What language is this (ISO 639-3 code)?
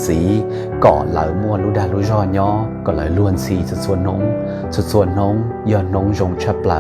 hmn